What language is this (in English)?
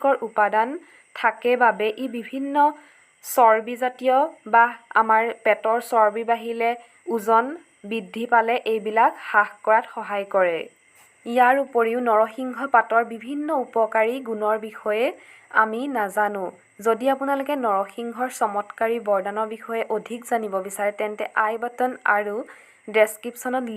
Assamese